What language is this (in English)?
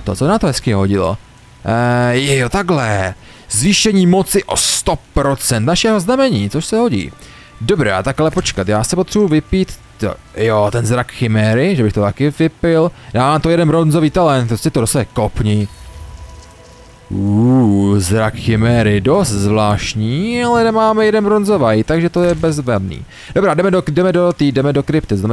Czech